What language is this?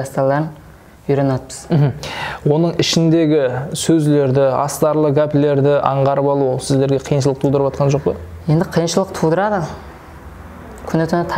Kara-Kalpak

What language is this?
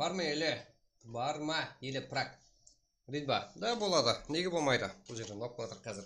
Kara-Kalpak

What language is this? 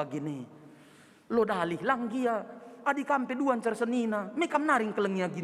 Batak Karo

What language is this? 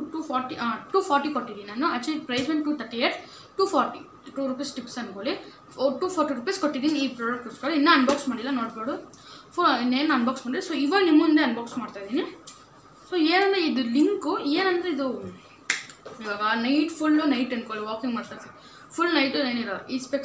Kannada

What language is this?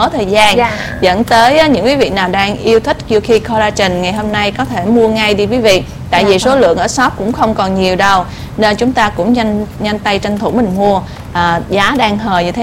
Vietnamese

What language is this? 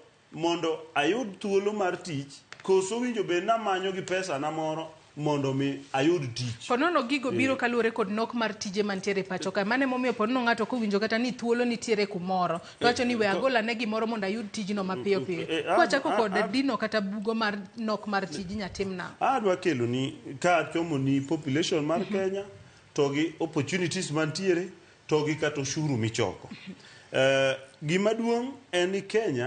Luo (Kenya and Tanzania)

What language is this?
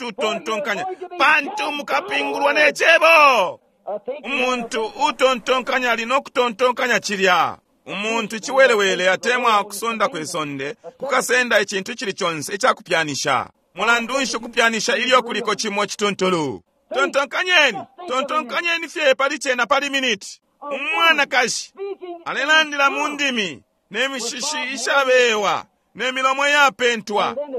Bemba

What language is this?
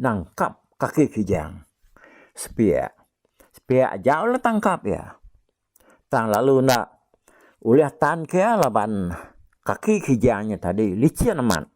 Iban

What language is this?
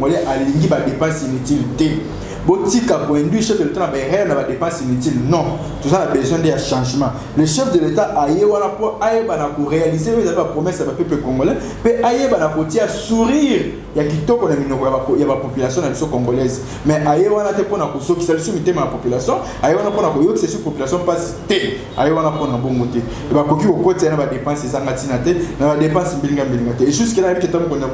Lingala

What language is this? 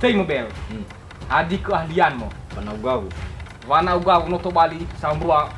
Nias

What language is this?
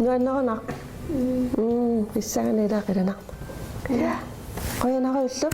Kalaallisut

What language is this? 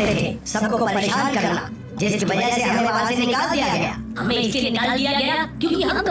Hindi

